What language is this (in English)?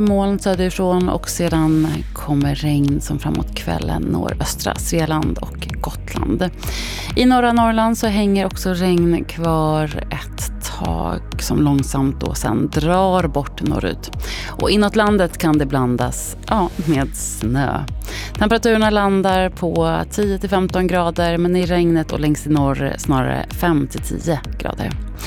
Swedish